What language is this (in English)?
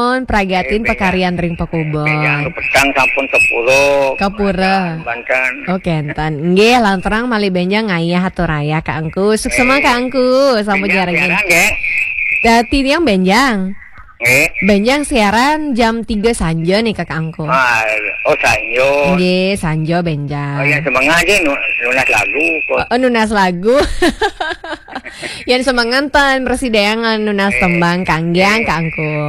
Balinese